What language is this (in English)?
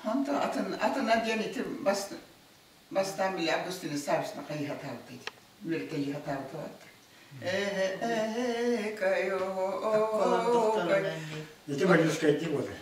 Yakut